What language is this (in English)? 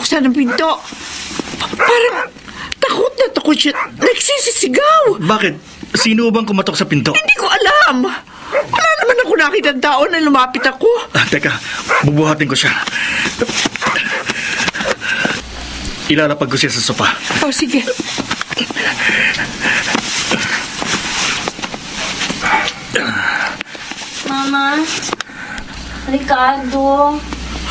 Filipino